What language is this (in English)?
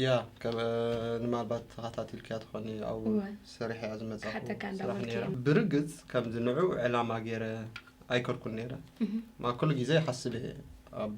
Tigrinya